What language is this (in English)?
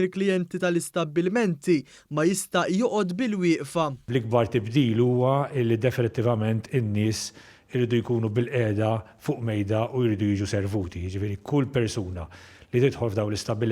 Maltese